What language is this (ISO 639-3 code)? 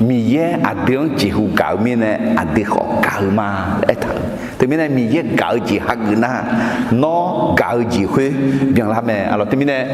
ahk